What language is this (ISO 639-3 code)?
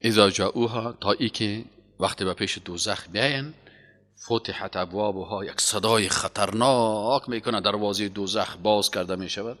fas